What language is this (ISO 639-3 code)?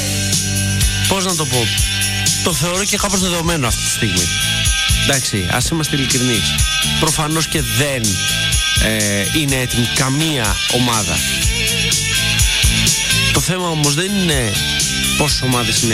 ell